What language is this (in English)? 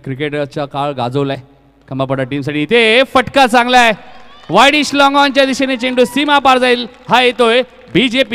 Marathi